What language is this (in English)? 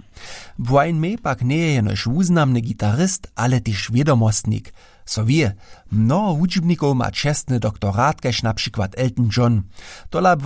Upper Sorbian